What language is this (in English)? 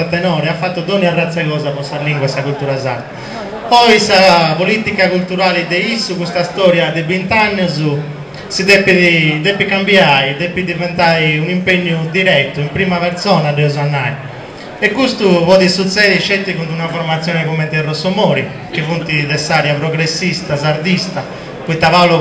Sardinian